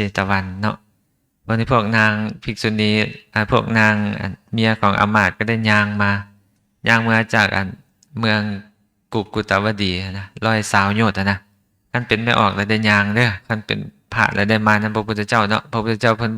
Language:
Lao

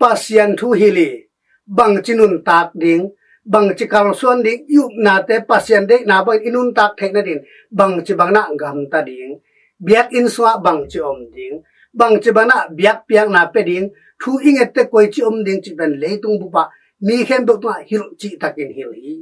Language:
Tedim Chin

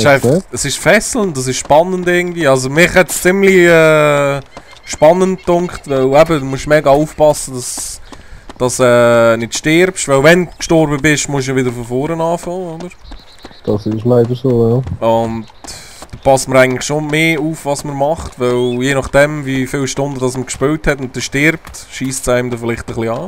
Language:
Swiss German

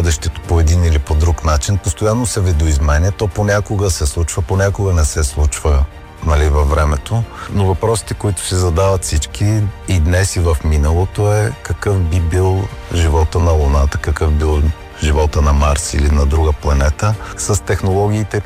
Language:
Bulgarian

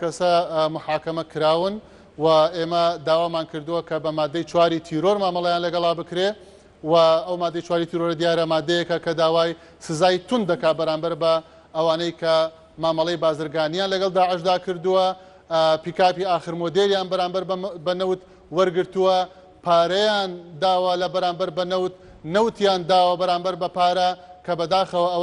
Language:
Central Kurdish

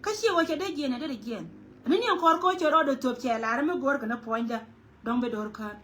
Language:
Nuer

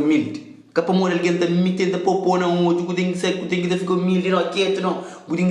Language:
Kabuverdianu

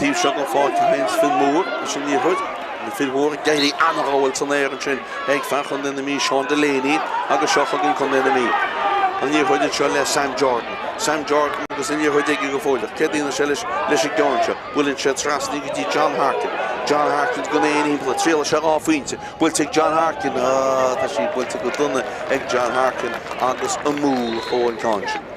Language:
Irish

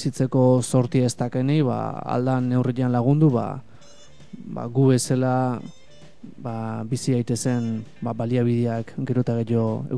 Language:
Basque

